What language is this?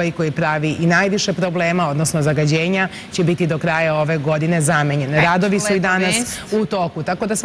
Serbian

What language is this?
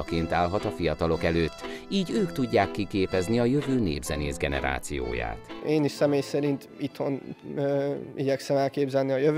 Hungarian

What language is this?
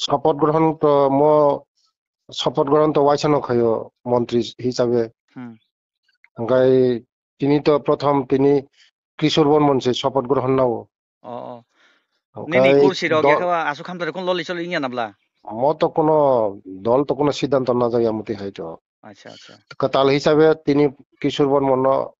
Kok Borok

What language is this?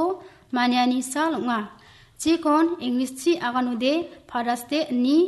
Garo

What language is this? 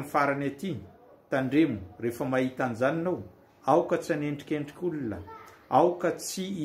Malagasy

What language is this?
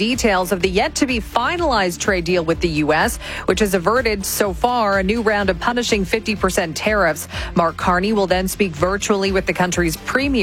English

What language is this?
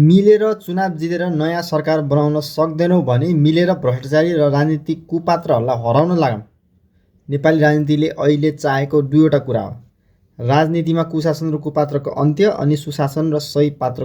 Nepali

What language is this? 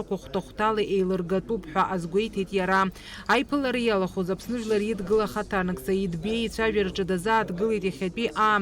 Abkhazian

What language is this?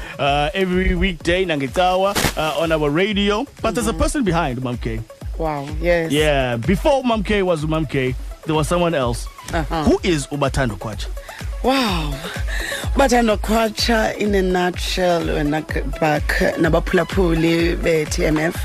Xhosa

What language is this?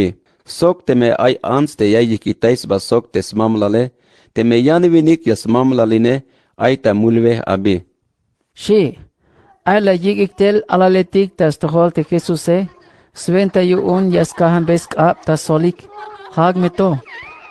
Tzeltal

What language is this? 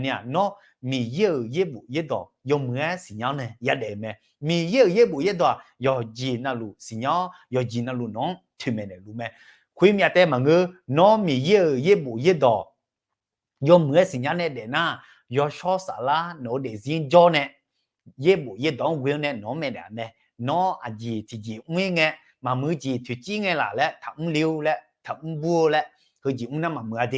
Akha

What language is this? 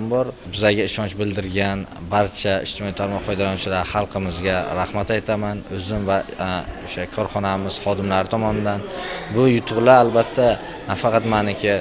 Uzbek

